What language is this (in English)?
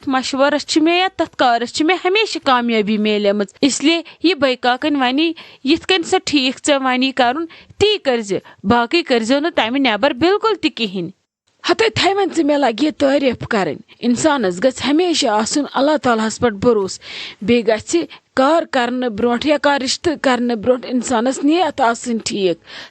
Kashmiri